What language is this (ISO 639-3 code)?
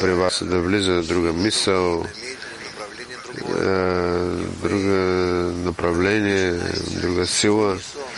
bul